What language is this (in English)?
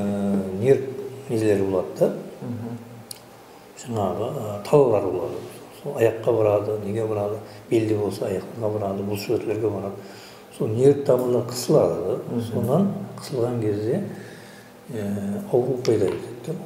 Kara-Kalpak